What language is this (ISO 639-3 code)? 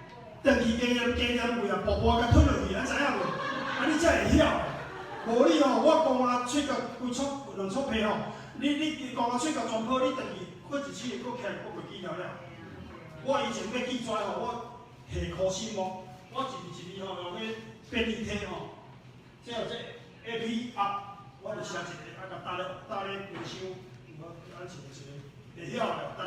nan